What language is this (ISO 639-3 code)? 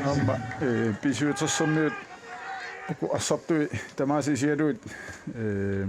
kal